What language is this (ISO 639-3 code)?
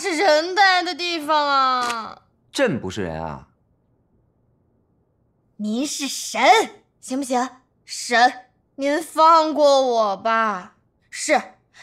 zho